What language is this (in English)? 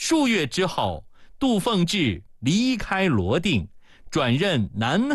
Chinese